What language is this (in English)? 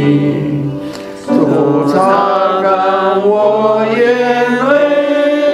Chinese